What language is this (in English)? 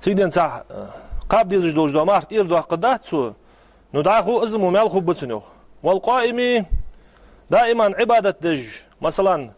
Ingush